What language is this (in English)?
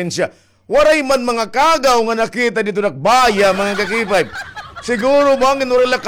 Waray